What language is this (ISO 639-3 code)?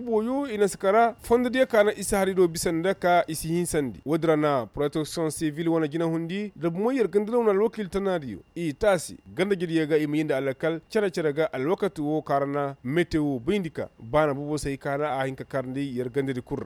ses